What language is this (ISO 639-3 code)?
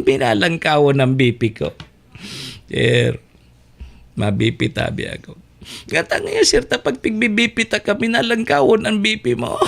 bik